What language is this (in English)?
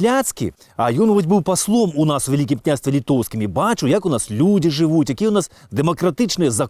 Belarusian